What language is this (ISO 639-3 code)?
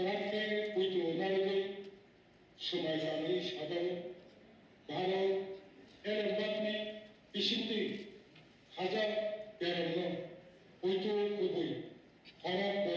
trp